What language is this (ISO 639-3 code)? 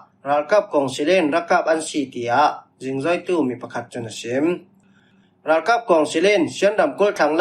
cfm